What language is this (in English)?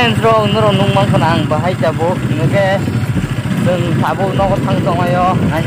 Kok Borok